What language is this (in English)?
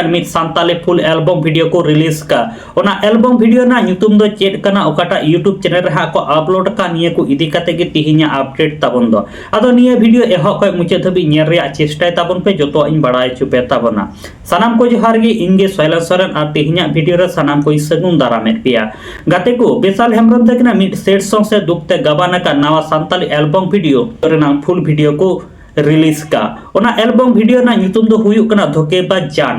Santali